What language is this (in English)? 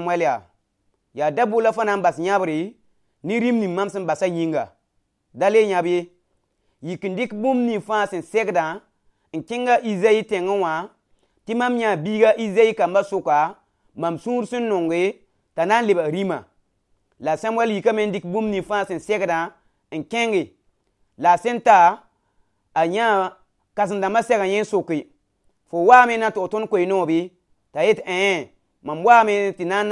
Mossi